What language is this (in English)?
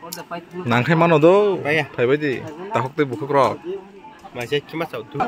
Kok Borok